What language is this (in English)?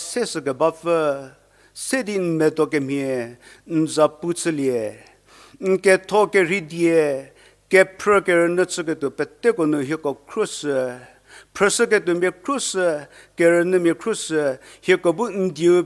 Angami Naga